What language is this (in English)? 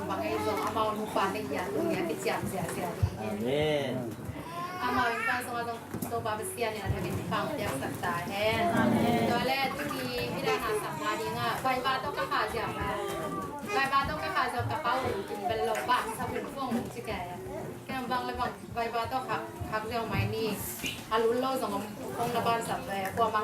Tedim Chin